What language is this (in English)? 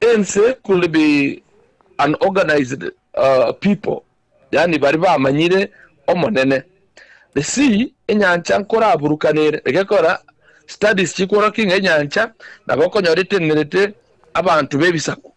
Gusii